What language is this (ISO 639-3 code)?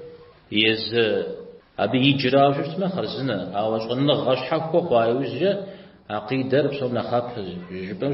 kbd